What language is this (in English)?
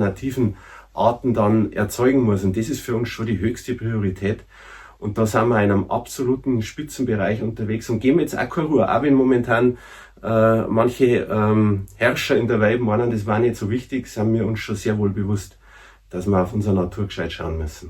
Bavarian